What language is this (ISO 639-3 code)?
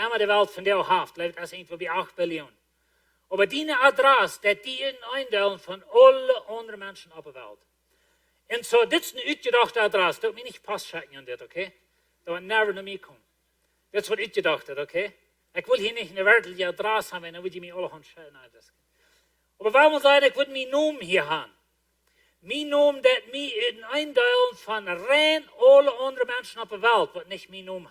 pdt